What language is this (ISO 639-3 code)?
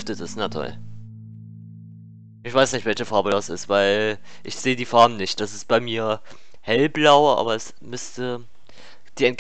deu